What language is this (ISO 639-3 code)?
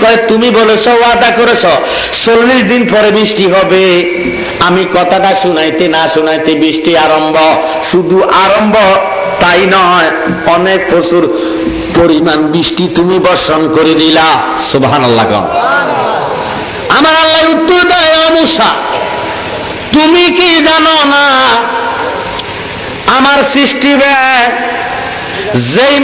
ben